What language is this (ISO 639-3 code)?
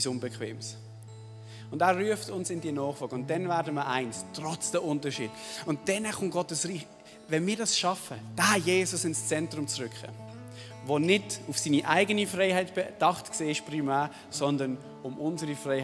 gsw